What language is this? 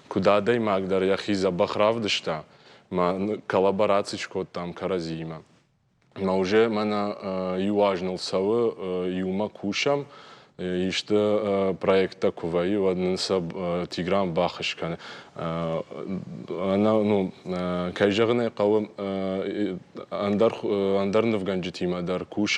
Ossetic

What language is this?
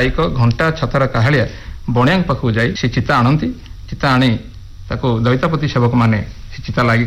Odia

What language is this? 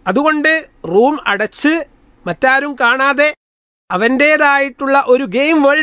Malayalam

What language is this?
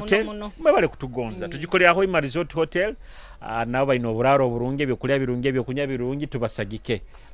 Nyoro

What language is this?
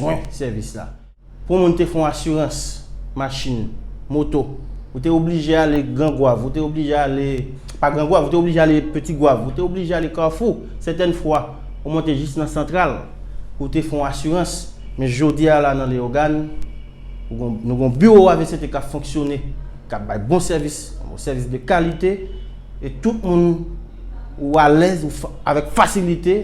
Haitian Creole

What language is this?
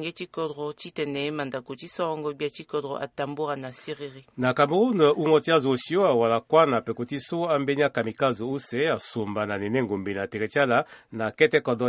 Sango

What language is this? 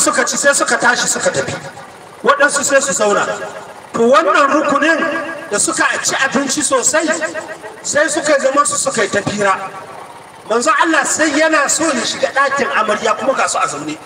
Hausa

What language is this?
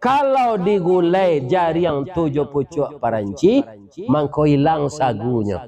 Minangkabau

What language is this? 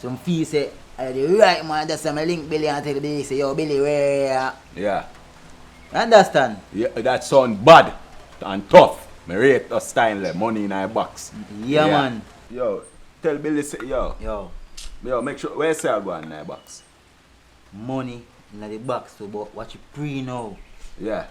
Jamaican Creole English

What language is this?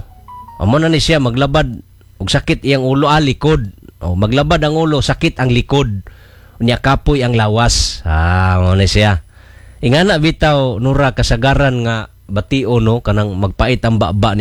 Cebuano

